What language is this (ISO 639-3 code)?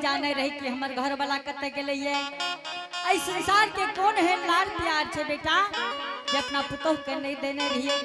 anp